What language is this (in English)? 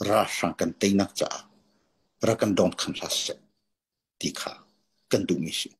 Hakha Chin